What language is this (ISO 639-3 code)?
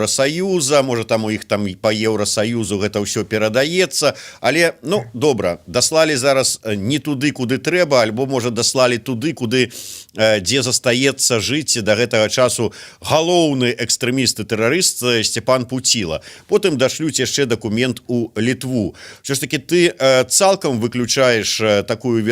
bel